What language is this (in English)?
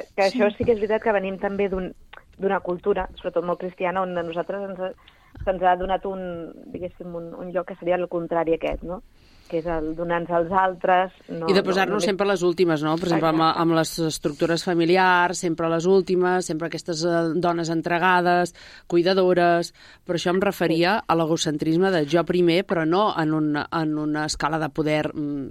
Catalan